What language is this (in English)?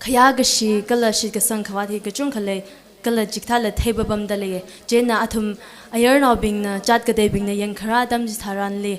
Tangkhul Naga (India)